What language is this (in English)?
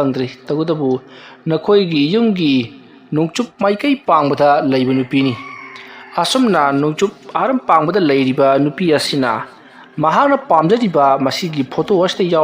Manipuri